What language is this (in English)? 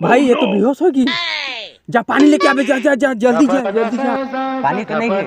Chhattisgarhi